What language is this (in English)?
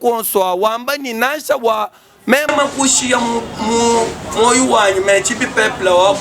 Luba-Lulua